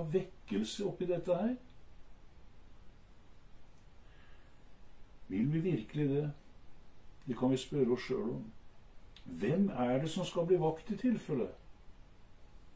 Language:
Norwegian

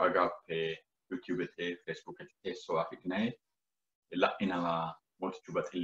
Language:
Sidamo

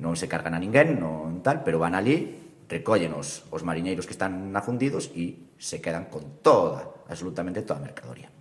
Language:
Galician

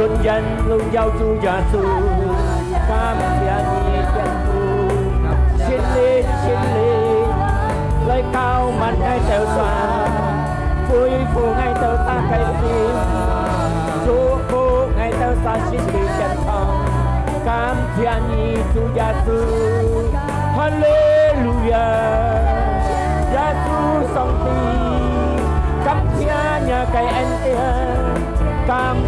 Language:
Hakka Chinese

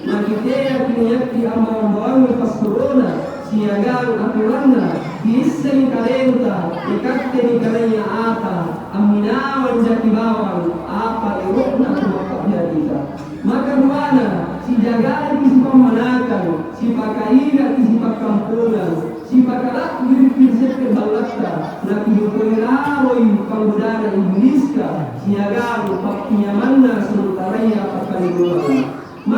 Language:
Makasar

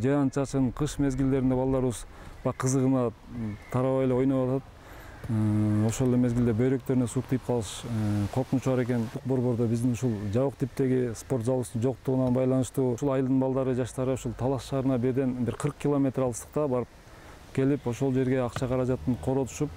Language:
Kyrgyz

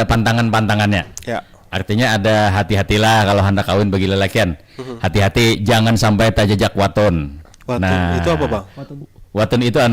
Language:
Banjar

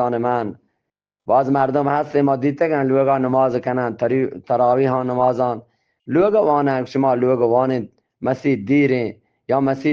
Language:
Eastern Balochi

